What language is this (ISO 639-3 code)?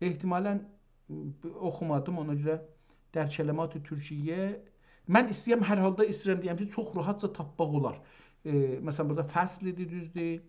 azb